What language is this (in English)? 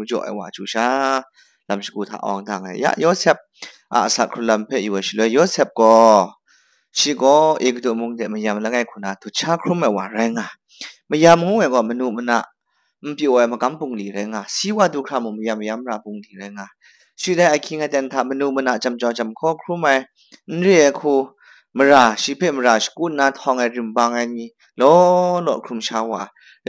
Kachin